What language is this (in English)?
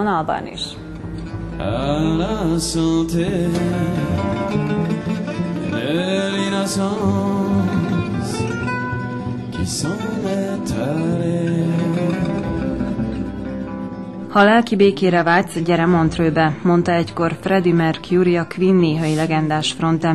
Hungarian